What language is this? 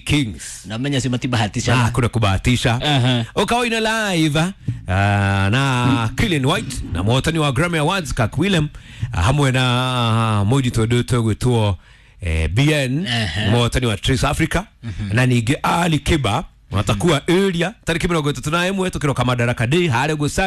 Kikuyu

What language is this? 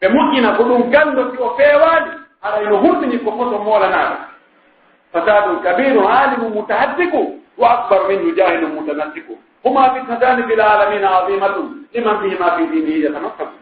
Pular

